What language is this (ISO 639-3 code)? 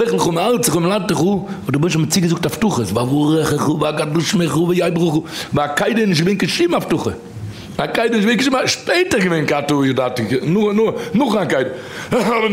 yid